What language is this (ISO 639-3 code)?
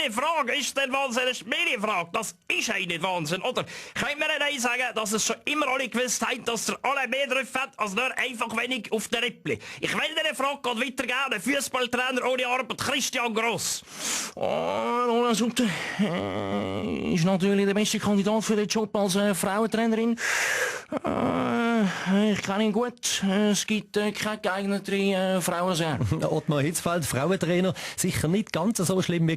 gsw